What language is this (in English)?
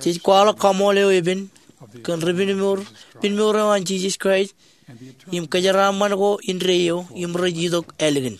Marshallese